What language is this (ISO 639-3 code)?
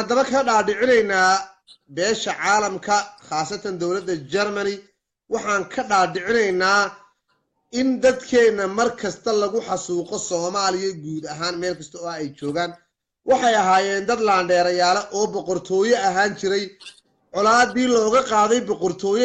som